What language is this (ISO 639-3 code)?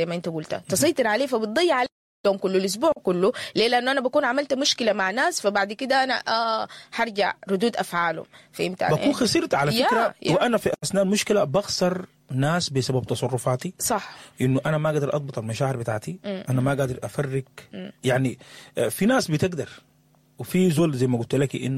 apd